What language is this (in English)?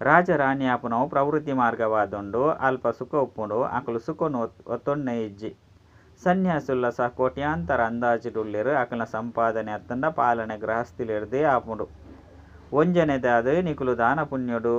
Tulu